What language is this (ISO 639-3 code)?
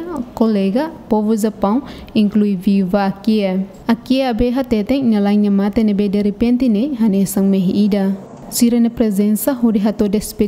tet